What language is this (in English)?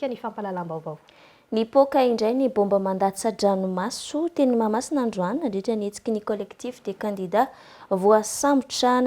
Malagasy